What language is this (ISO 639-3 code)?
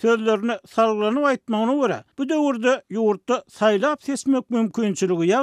tuk